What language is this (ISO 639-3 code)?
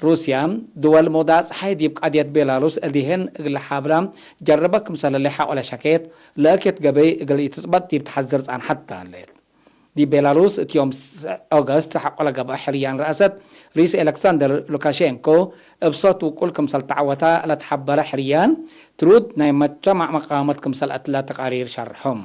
tig